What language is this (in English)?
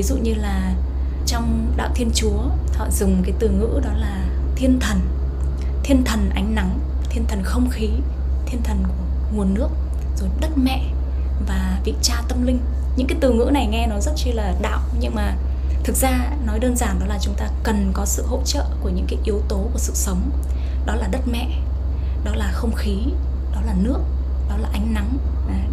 Vietnamese